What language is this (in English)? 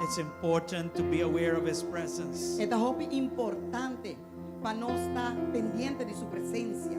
Papiamento